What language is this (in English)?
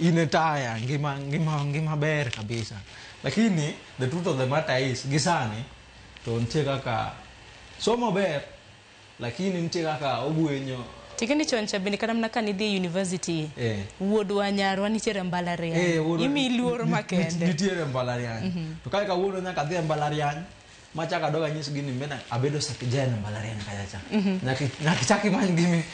Luo (Kenya and Tanzania)